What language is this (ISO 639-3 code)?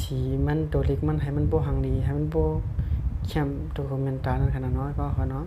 shn